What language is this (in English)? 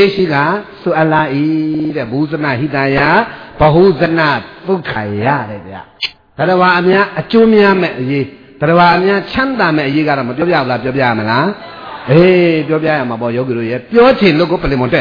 Burmese